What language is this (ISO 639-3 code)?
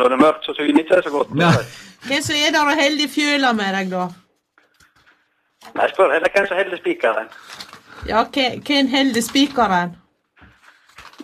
nor